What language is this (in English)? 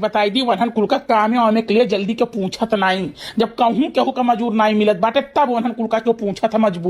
Awadhi